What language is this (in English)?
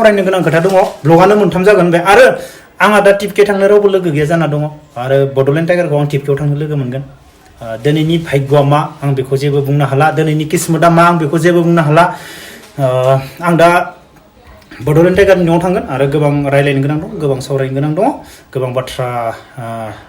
Bodo